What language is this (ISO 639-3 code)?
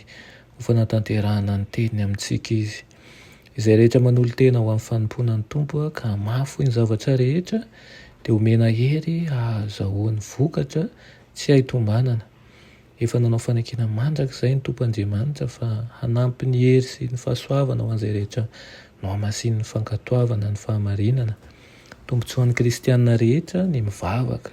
mlg